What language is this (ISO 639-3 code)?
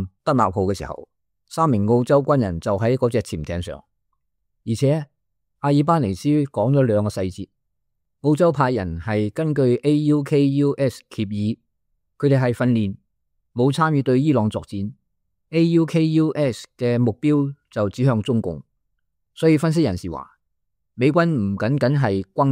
yue